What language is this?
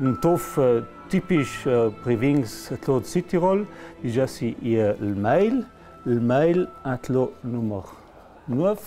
Ladin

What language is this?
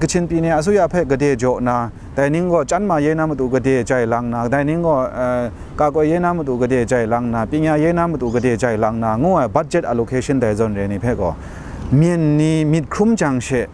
Kachin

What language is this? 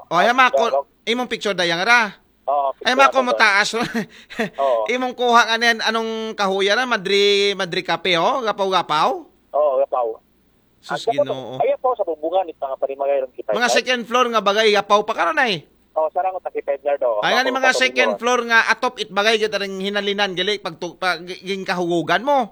Aklanon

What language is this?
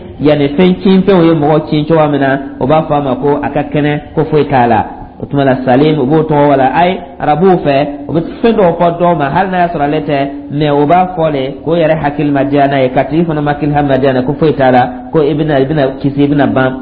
Dyula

